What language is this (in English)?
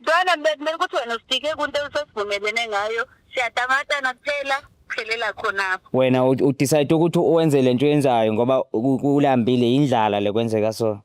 Zulu